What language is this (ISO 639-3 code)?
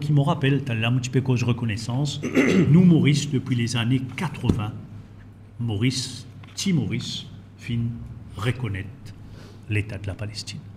mfe